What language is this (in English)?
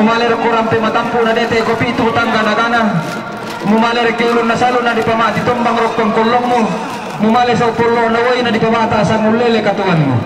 Toraja-Sa'dan